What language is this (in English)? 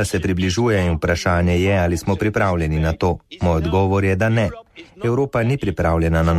Slovenian